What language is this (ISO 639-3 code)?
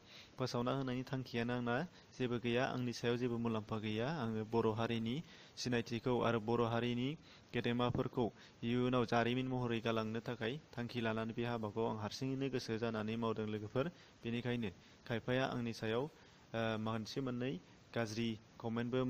brx